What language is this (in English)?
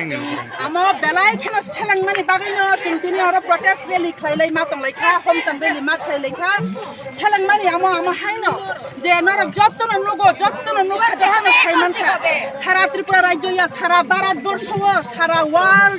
Kok Borok